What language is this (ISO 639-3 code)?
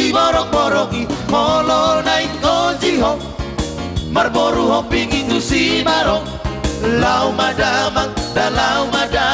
bbc